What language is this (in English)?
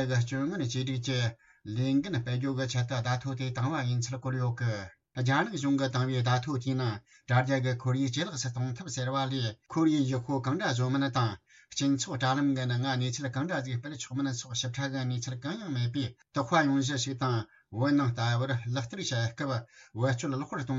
Tibetan